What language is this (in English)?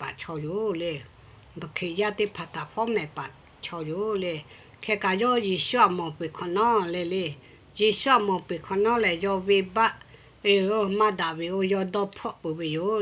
Lahu